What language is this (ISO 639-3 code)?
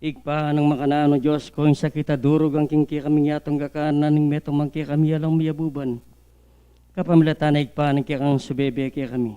pam